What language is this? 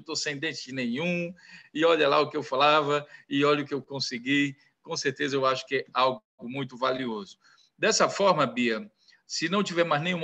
Portuguese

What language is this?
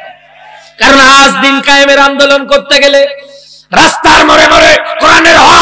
Bangla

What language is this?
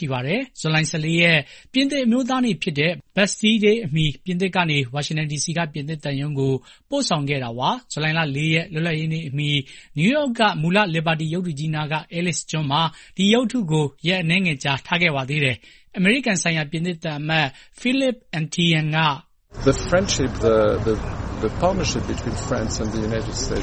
Burmese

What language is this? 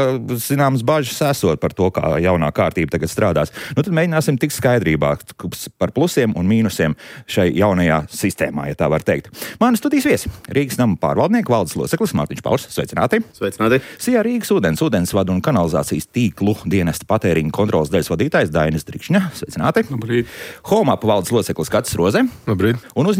Latvian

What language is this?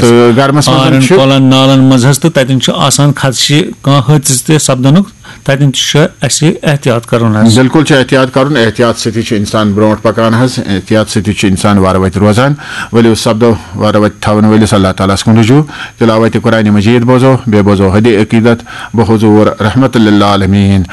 Kashmiri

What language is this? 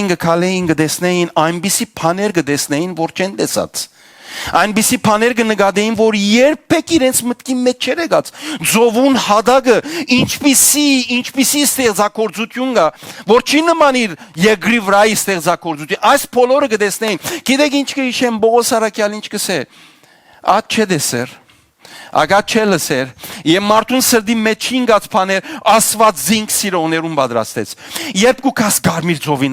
Western Armenian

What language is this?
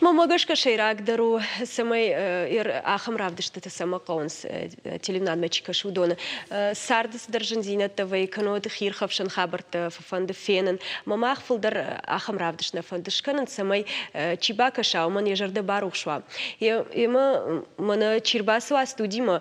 Ossetic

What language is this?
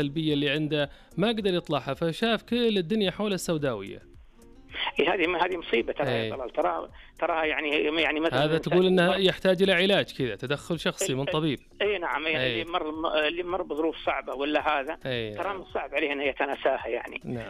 Najdi Arabic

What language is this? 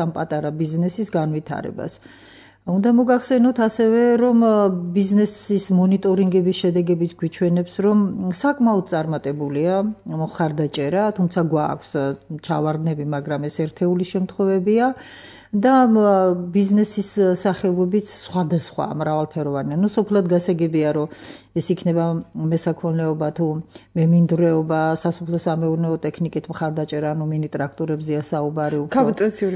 Georgian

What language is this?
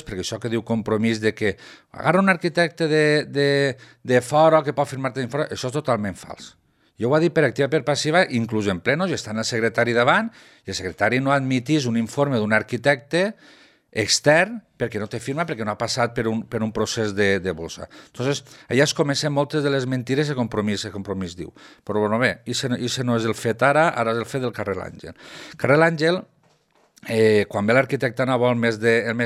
Catalan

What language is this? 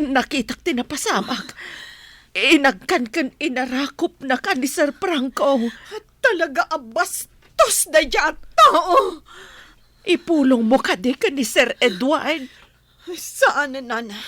Iloko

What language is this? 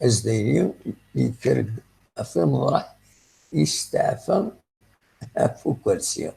Kabyle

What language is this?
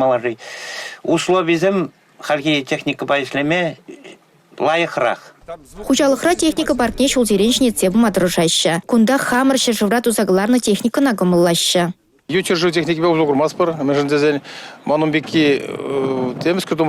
Chuvash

